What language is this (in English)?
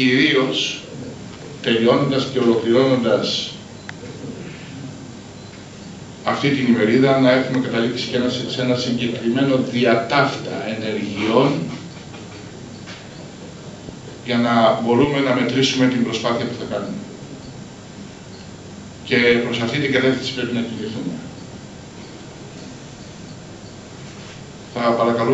Greek